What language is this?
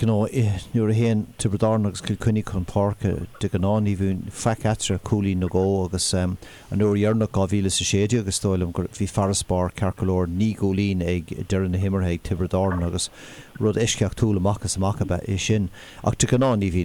Irish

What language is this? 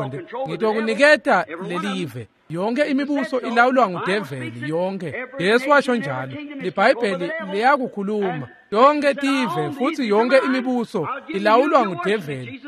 Swati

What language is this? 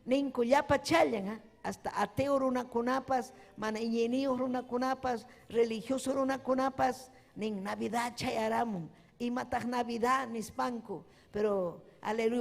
Ayacucho Quechua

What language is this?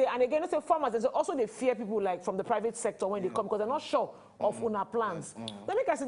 Nigerian Pidgin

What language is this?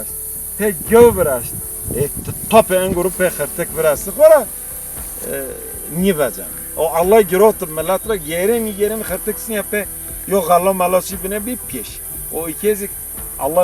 Zaza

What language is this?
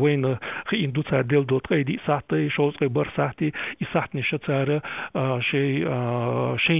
Chechen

